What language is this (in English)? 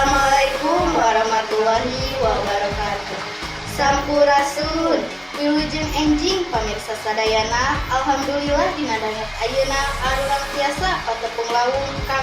Sundanese